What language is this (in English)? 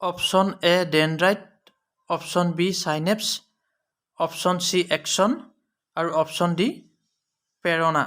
Assamese